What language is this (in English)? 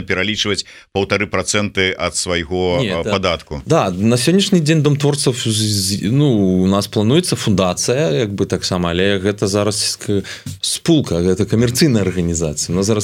Belarusian